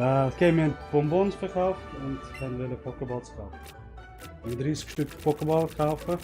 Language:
Swiss German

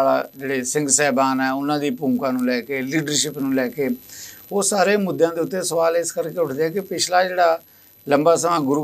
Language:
Punjabi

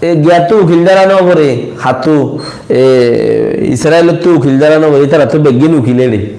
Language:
Rohingya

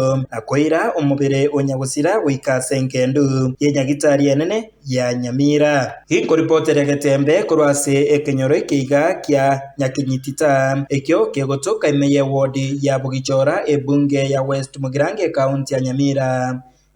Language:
Gusii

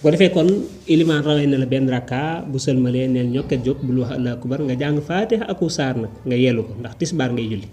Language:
Wolof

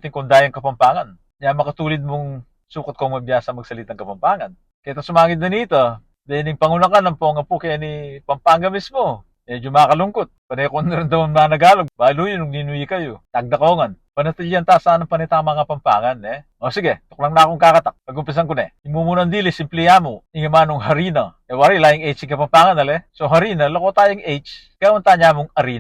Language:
Pampanga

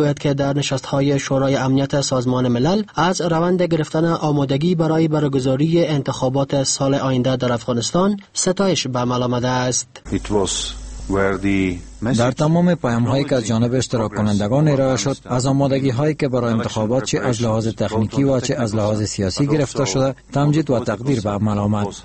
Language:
Persian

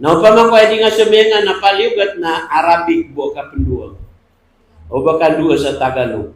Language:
Maranao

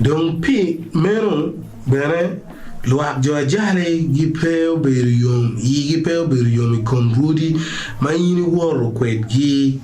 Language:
Acoli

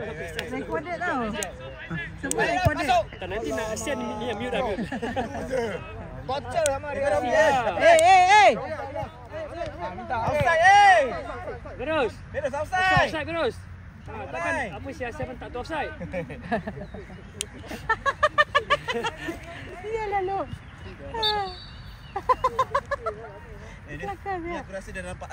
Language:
Malay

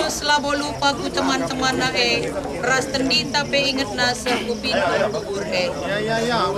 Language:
Batak Karo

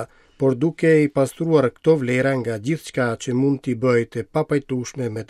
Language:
Albanian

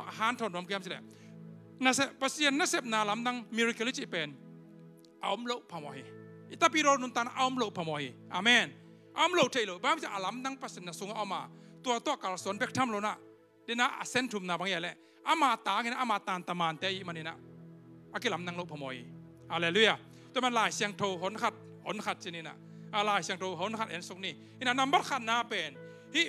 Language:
Tedim Chin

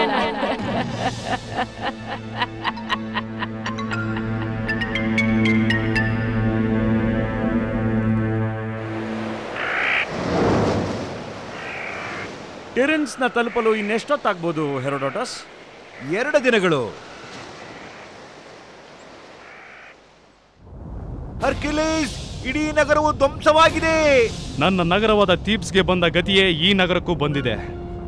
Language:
Kannada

